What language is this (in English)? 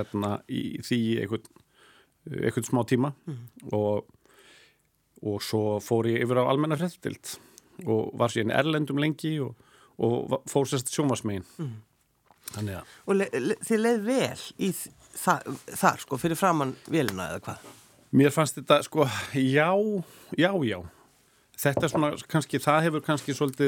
Icelandic